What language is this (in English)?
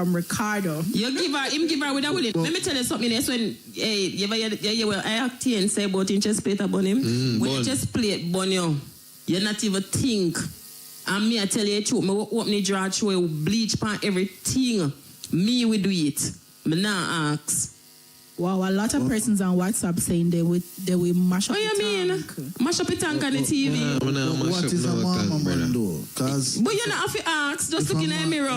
Jamaican Creole English